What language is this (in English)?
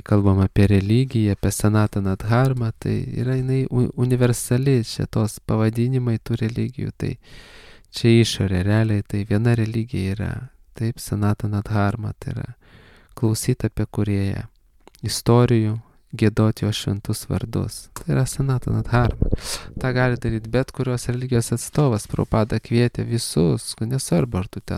Lithuanian